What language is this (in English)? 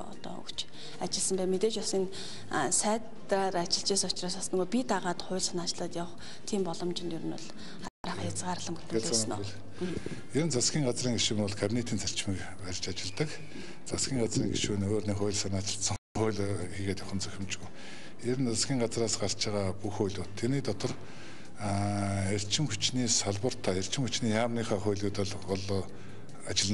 Mongolian